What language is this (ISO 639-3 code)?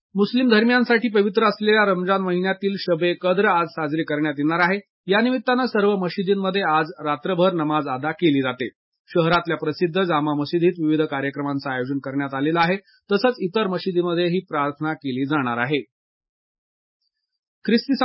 mar